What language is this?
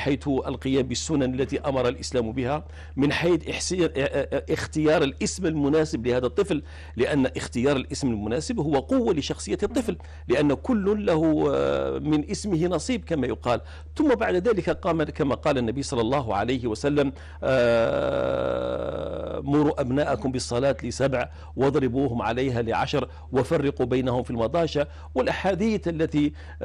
Arabic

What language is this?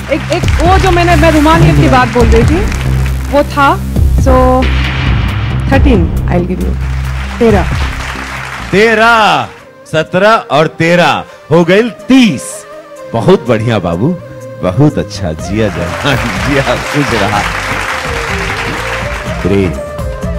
Bhojpuri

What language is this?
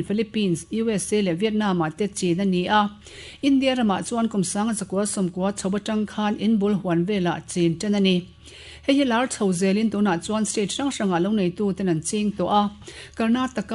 Mizo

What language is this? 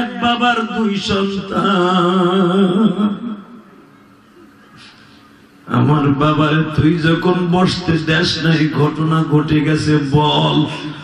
Bangla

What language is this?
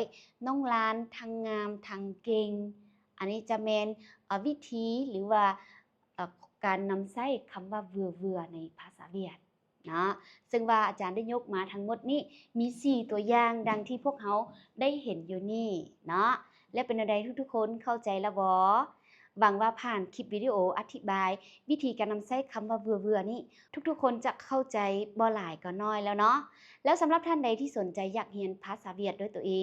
Lao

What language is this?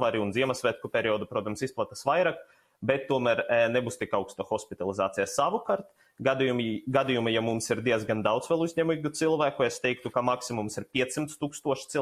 Latvian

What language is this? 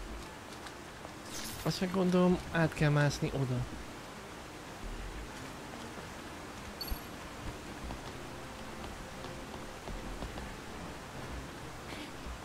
Hungarian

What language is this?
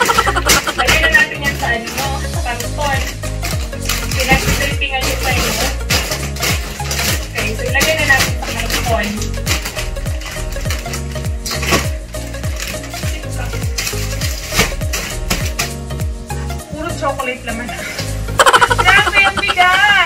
Filipino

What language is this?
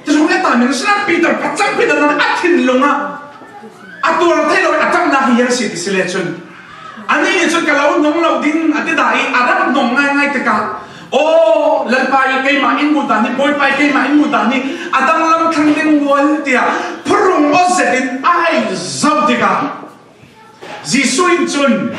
Falam Chin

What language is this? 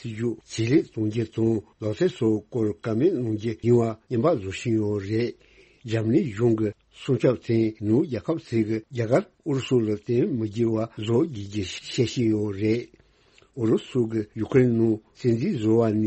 Tibetan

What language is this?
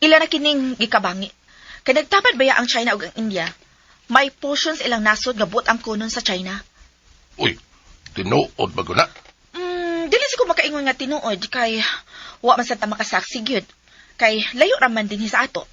Cebuano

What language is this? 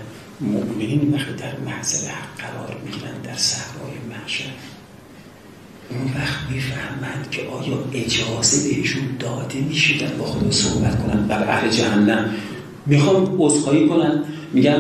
Persian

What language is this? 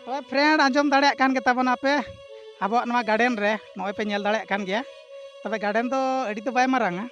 Santali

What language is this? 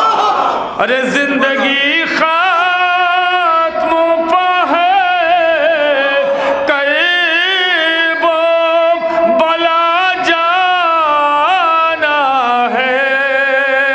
Urdu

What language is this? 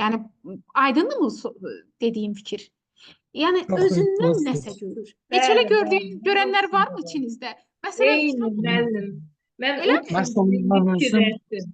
Azerbaijani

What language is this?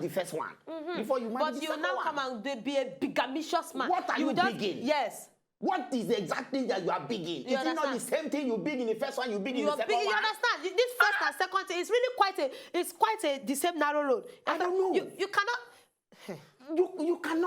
Nigerian Pidgin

